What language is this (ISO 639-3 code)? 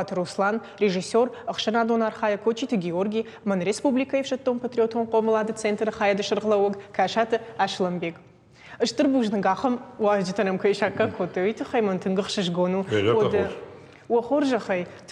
oss